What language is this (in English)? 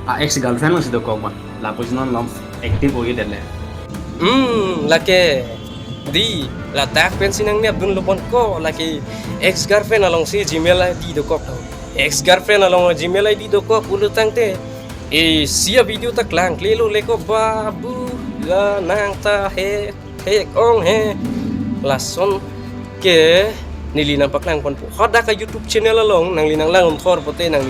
Karbi